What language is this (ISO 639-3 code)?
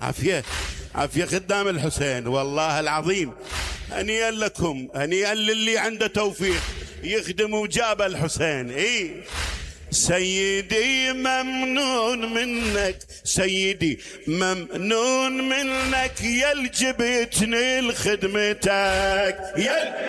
acm